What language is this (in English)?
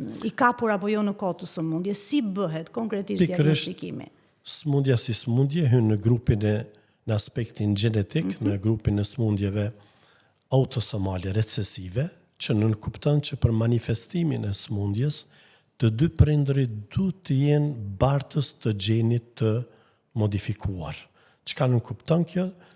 Albanian